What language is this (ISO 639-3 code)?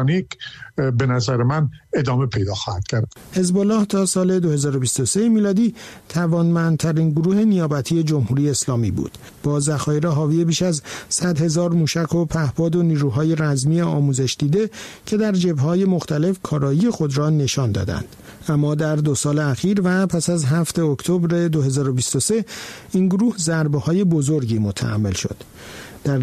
fas